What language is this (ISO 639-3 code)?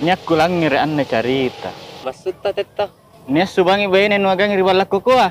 mak